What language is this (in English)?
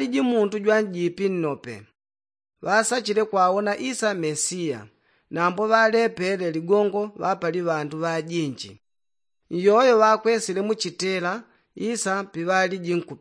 Yao